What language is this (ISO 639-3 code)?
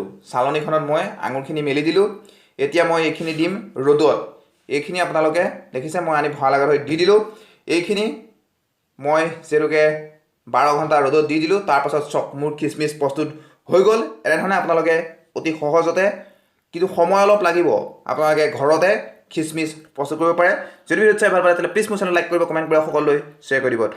asm